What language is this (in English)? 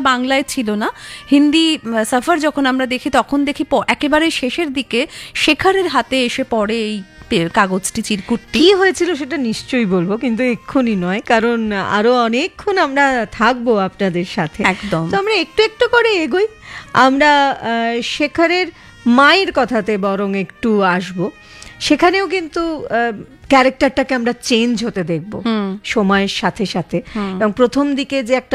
Bangla